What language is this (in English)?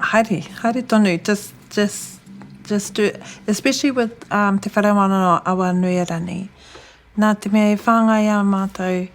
Māori